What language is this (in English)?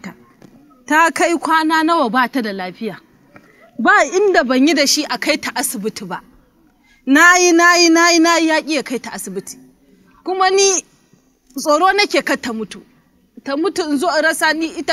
Hausa